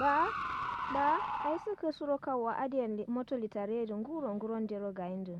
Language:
Kanuri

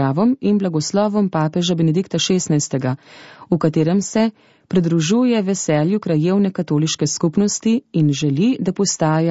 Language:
Slovenian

